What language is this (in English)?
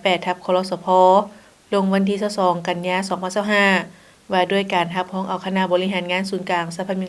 Lao